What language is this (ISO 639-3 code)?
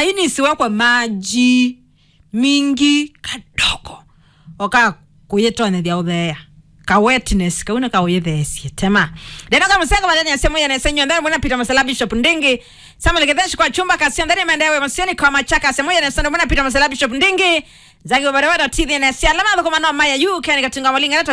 kam